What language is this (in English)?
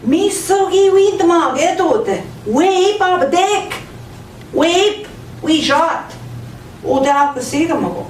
Central Ojibwa